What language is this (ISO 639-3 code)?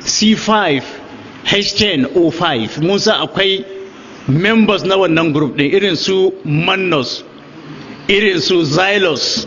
hau